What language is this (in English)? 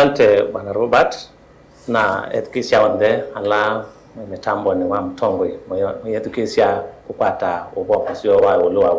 Kamba